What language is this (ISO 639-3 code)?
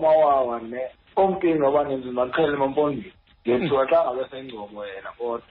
xho